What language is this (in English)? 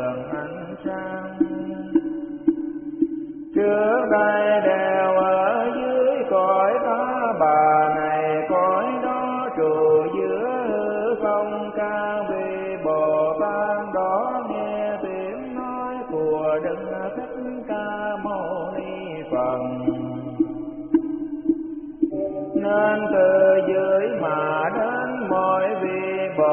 Vietnamese